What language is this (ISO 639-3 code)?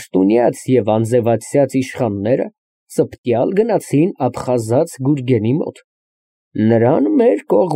hye